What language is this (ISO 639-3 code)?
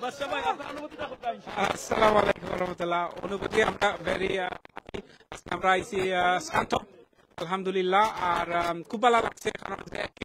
syl